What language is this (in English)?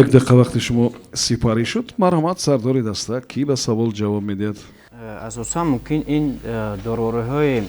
Tajik